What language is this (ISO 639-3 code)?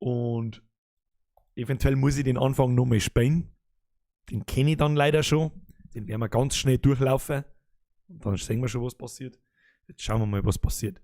bar